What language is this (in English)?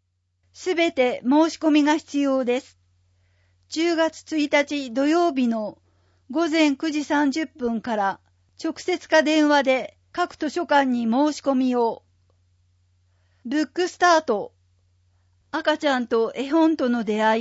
Japanese